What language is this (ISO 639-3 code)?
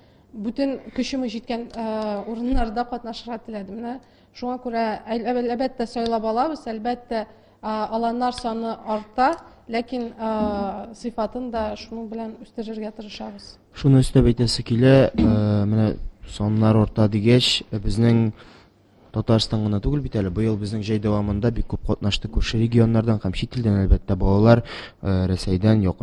tat